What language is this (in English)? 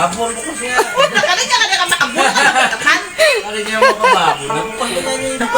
Banjar